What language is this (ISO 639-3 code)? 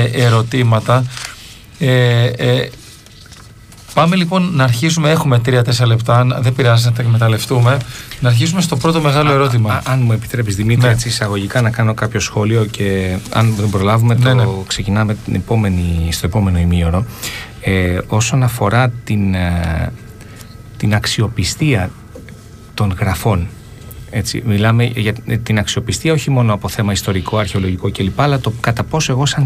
ell